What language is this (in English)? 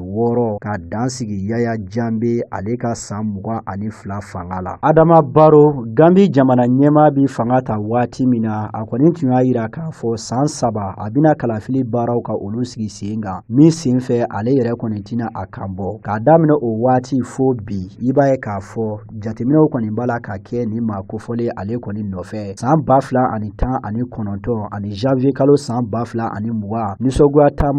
Bambara